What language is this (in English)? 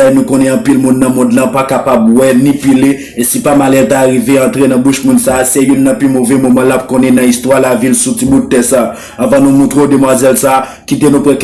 Haitian Creole